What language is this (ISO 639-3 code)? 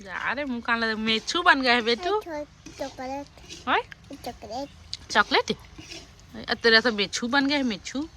hne